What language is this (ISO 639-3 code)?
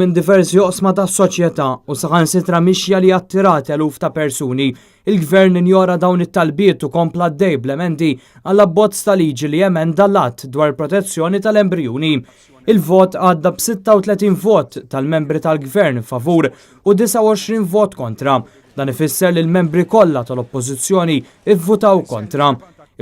mlt